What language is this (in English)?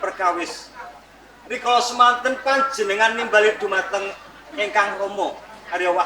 Javanese